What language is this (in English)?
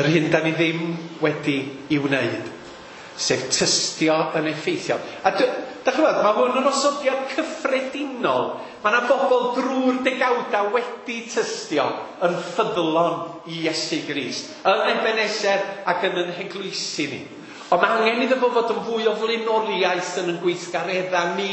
Welsh